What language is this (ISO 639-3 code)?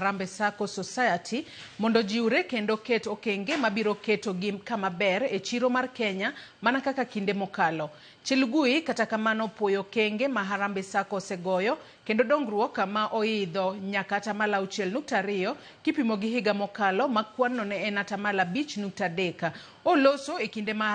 luo